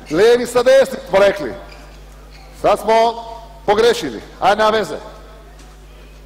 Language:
Croatian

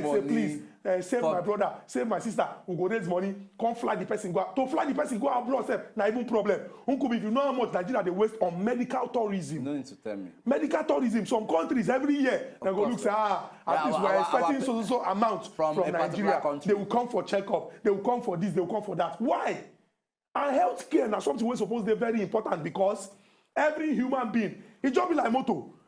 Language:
Nigerian Pidgin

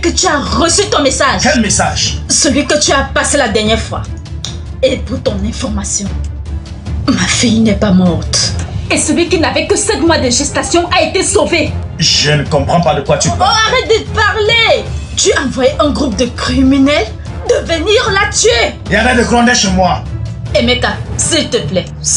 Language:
French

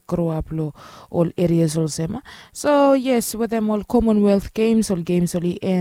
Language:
Bislama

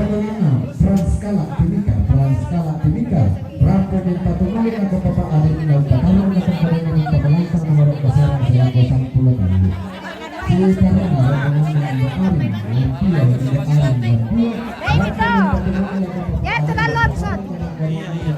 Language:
Toraja-Sa'dan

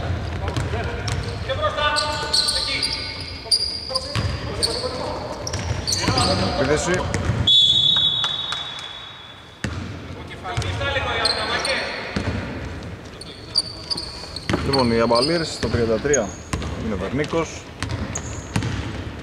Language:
Greek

